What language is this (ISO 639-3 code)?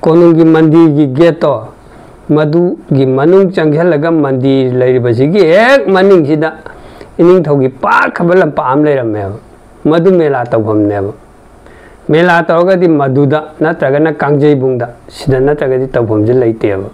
mni